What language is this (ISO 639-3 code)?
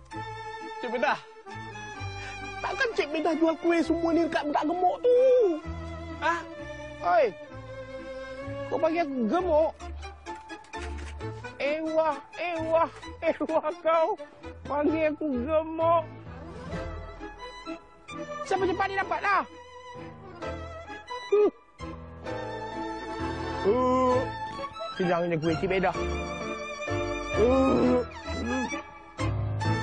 msa